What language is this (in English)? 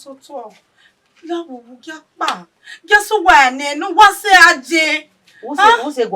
Bini